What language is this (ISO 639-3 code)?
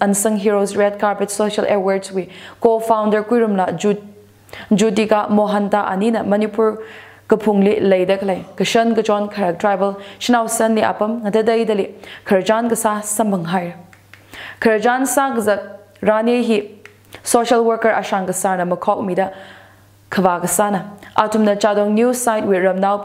nmf